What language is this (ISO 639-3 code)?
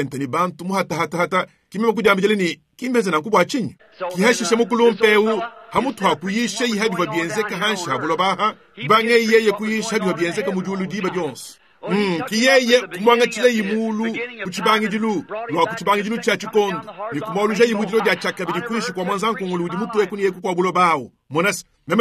lua